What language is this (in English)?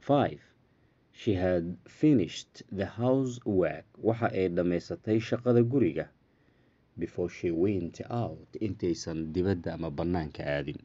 Somali